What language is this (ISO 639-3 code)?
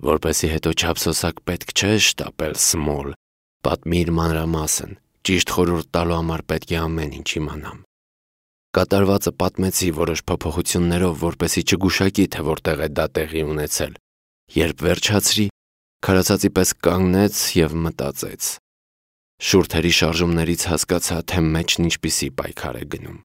hye